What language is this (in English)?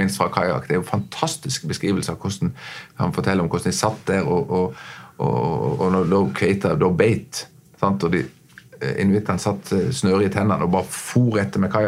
Norwegian